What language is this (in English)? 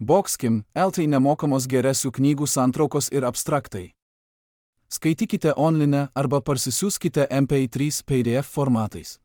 Lithuanian